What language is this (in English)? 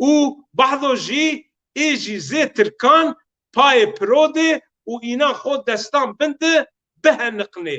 Zaza